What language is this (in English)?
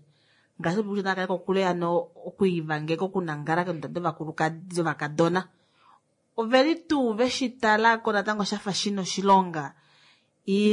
Kuanyama